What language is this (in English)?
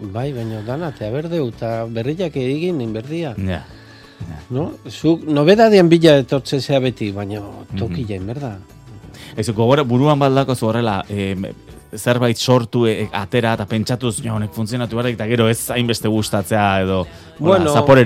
Basque